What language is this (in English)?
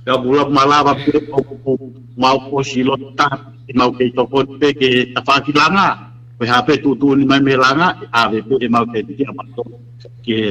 Tongan